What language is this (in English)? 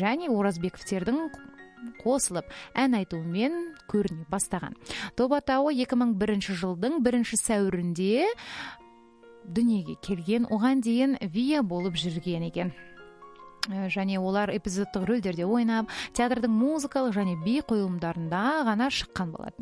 Kazakh